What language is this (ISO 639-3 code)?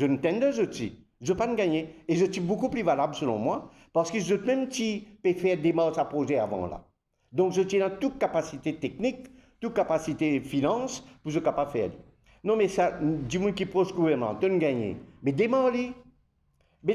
mfe